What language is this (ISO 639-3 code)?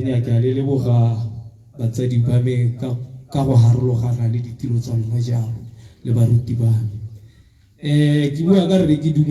tsn